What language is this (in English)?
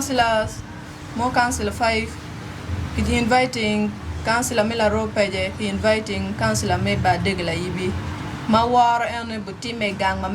Acoli